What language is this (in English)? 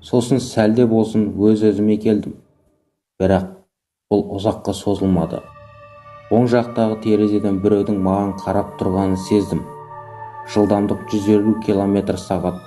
Kazakh